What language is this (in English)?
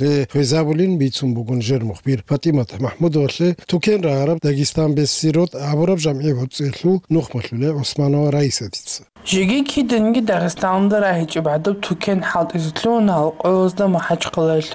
Avaric